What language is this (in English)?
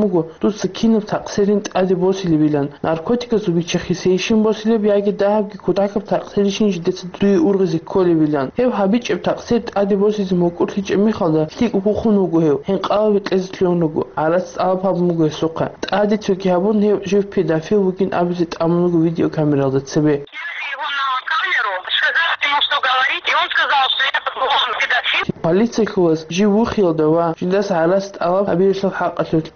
Avaric